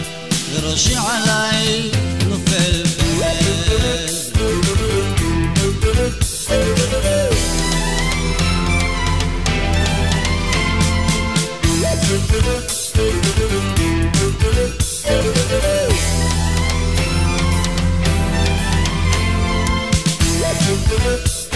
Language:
Hebrew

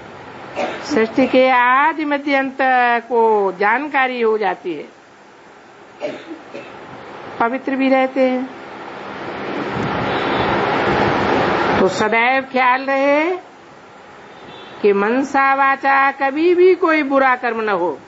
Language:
Hindi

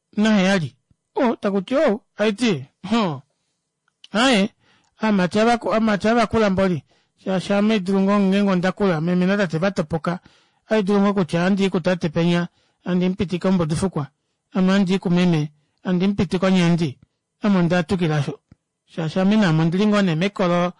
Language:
Kuanyama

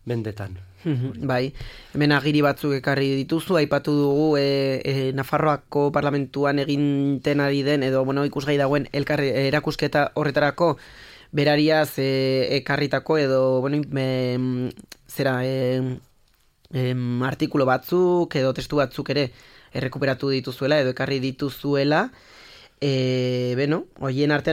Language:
Basque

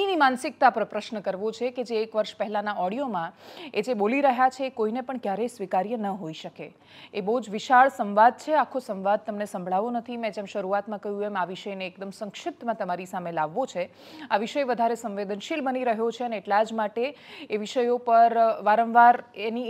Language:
Gujarati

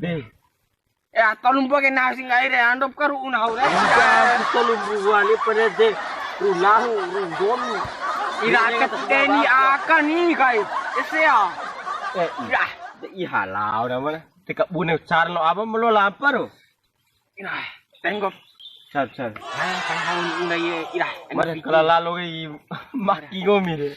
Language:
Bima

